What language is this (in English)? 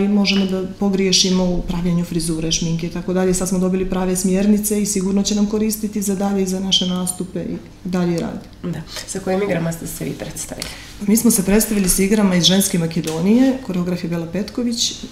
Serbian